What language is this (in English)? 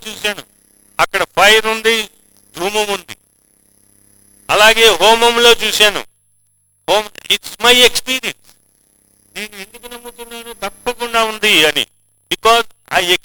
Telugu